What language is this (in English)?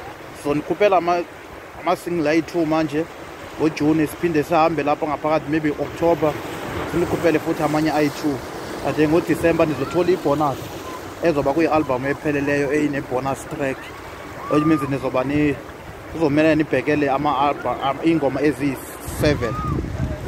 Zulu